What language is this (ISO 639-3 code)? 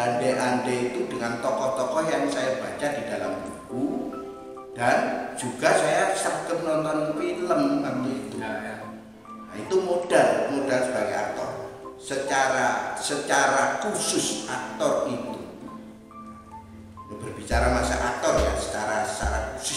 ind